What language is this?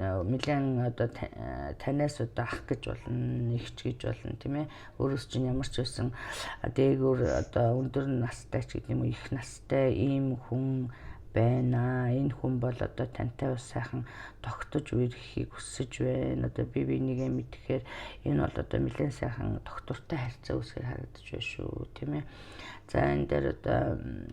Mongolian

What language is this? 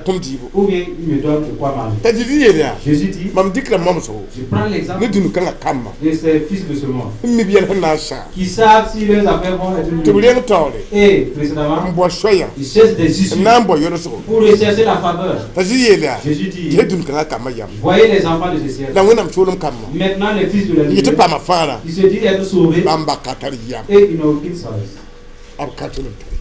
Mossi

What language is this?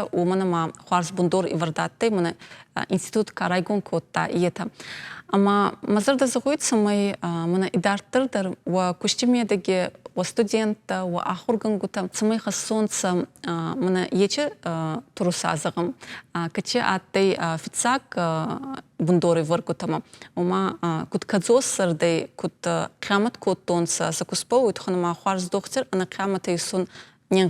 Ossetic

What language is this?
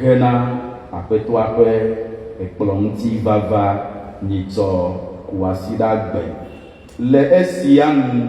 Ewe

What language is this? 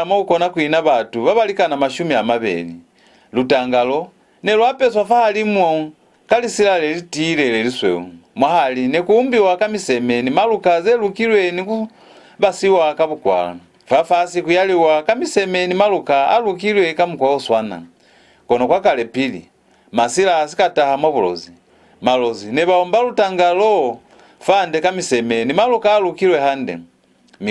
Lozi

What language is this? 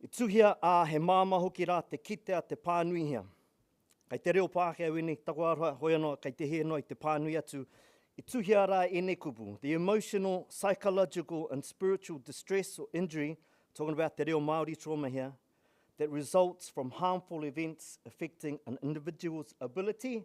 Māori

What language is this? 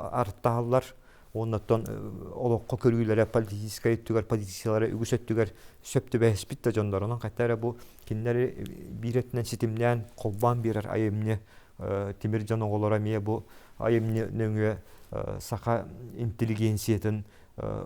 Yakut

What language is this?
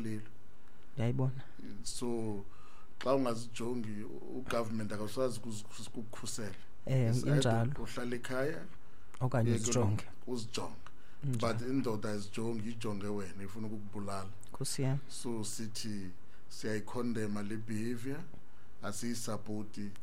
Xhosa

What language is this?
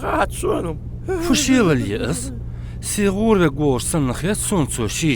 Ingush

